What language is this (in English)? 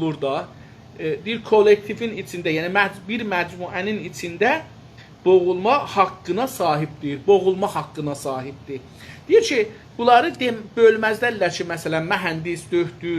South Azerbaijani